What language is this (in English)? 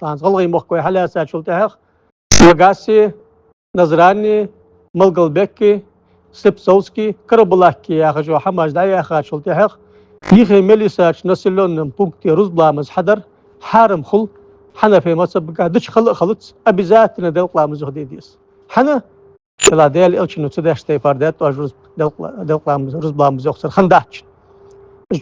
Ingush